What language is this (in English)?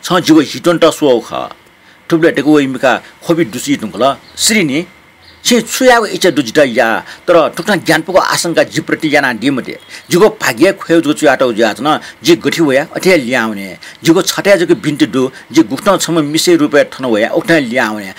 Newari